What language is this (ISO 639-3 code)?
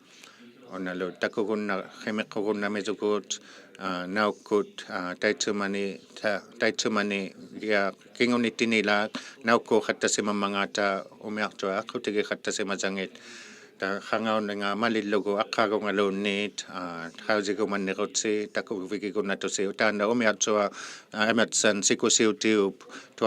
iku